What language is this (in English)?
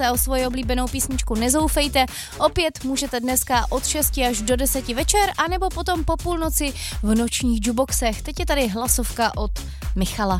Czech